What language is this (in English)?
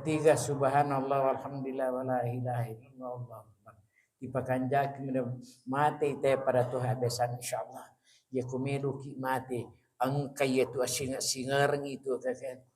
Buginese